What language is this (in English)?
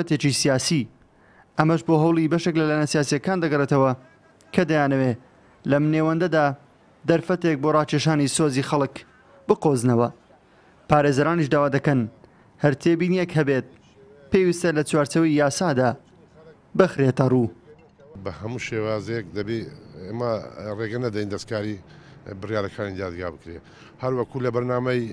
Central Kurdish